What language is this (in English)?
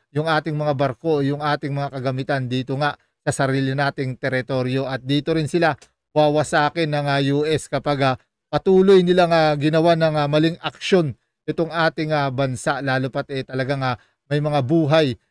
Filipino